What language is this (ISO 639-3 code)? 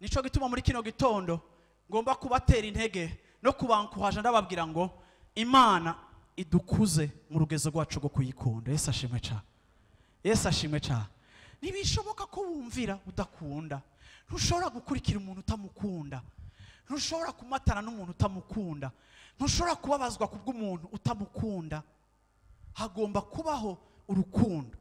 run